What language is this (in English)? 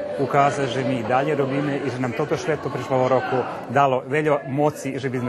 Rusyn